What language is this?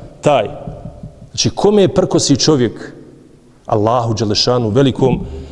Bosnian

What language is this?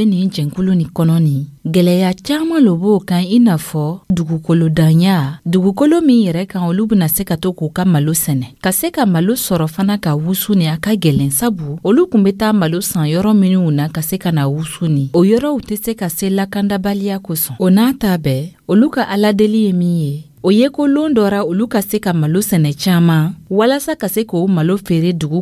Dyula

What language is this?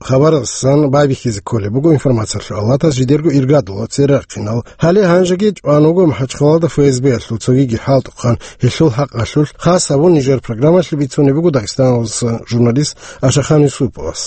Avaric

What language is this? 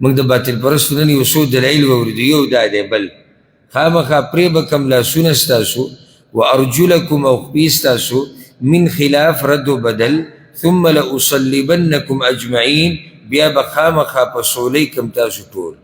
Pashto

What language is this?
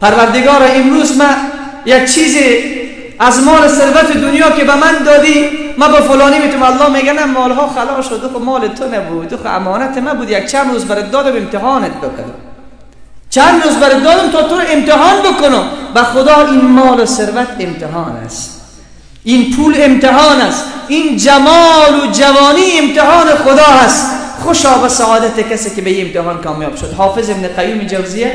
Persian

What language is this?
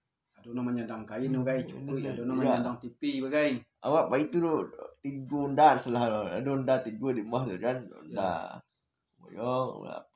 Minangkabau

